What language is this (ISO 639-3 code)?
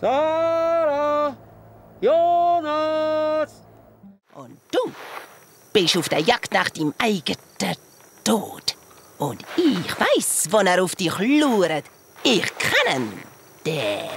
gsw